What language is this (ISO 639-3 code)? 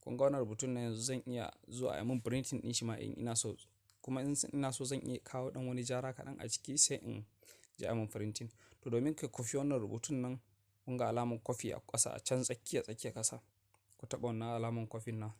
hau